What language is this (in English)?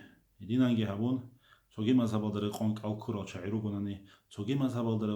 Avaric